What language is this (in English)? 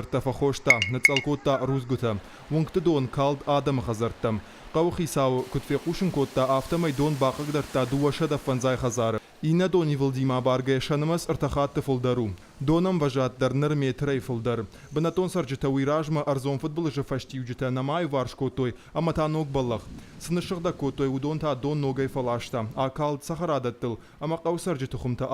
Ossetic